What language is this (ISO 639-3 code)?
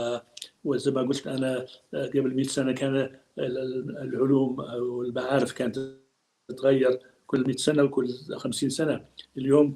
apc